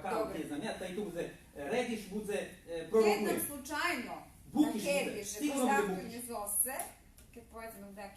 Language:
Rusyn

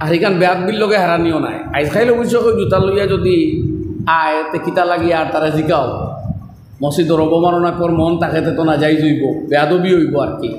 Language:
Sylheti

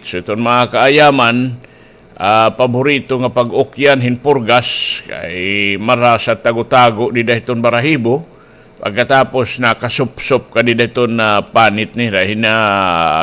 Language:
Waray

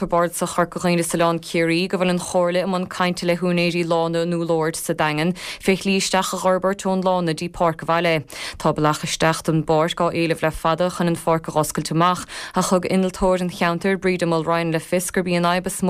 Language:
Irish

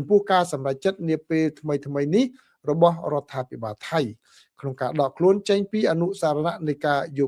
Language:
Khmer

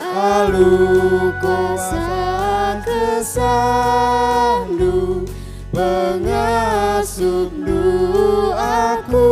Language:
Batak Karo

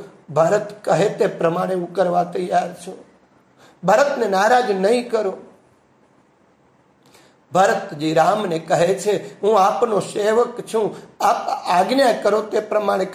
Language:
Gujarati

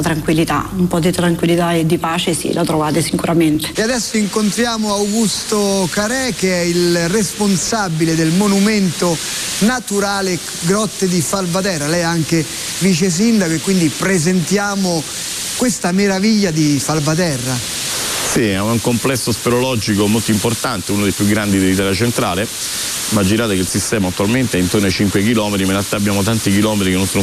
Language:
Italian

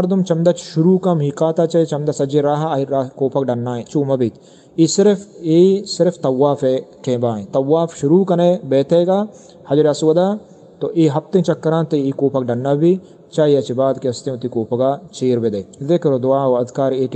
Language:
Eastern Balochi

